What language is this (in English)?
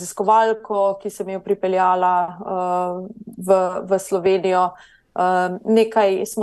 Slovenian